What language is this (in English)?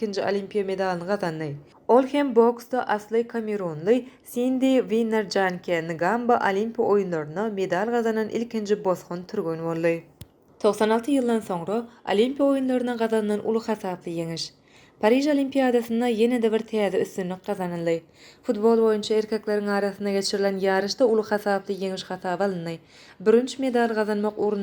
Turkmen